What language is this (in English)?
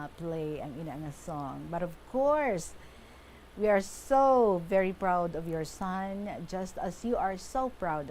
Hiligaynon